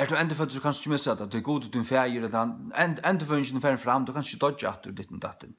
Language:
Faroese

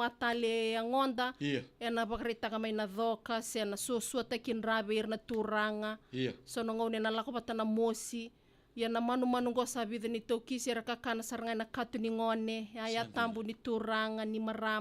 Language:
Fijian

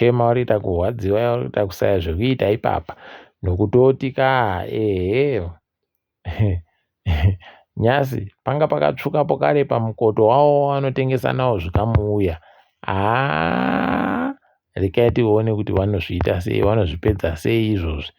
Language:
Ndau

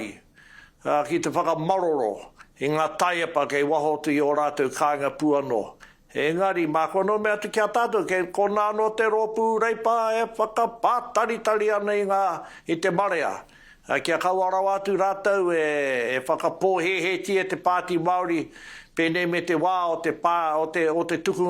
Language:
Māori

